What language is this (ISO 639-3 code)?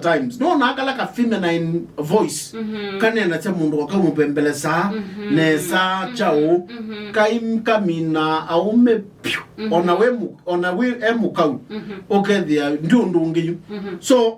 kam